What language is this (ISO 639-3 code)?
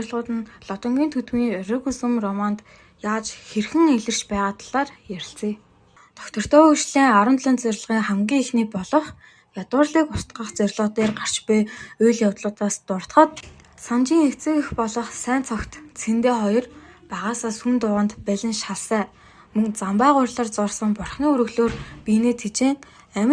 mon